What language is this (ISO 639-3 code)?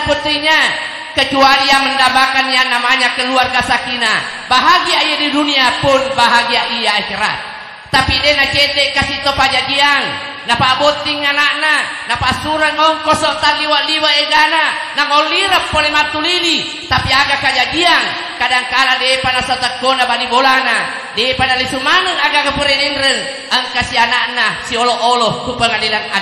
bug